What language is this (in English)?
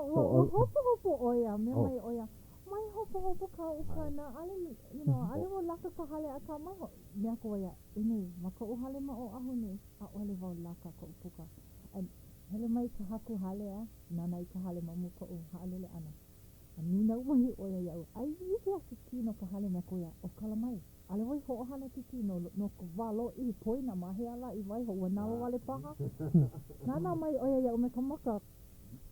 Hawaiian